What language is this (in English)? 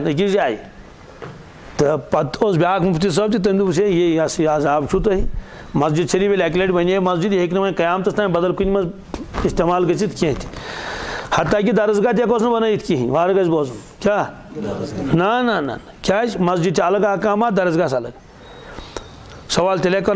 Kashmiri